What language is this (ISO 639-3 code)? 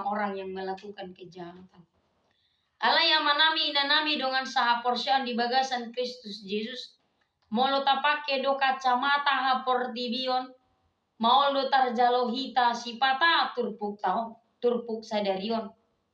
bbc